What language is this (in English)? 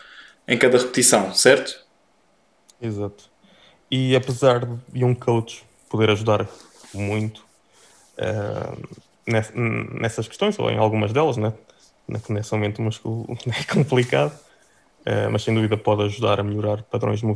Portuguese